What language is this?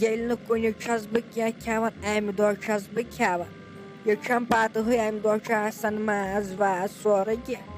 Kashmiri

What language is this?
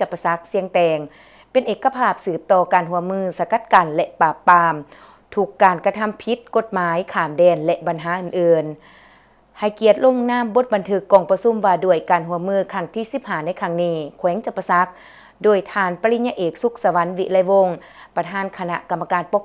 Lao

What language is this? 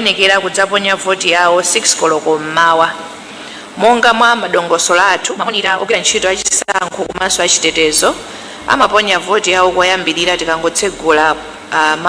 Nyanja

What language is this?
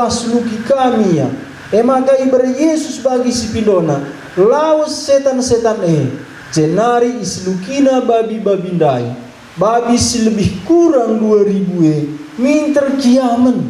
Batak Karo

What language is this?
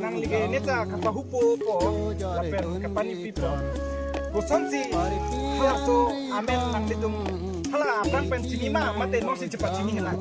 Karbi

